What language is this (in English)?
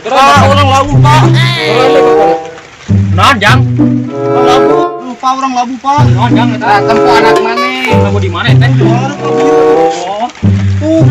Sundanese